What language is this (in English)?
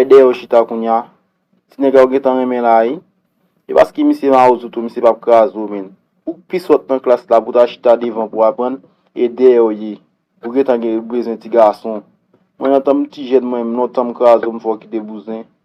Haitian Creole